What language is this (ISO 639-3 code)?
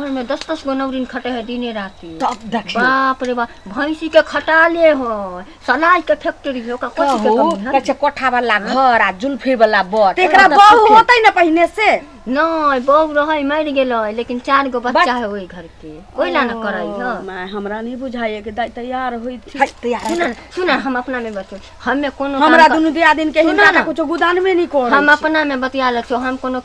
mai